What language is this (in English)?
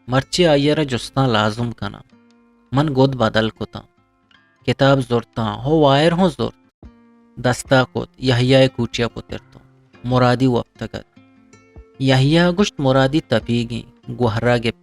Eastern Balochi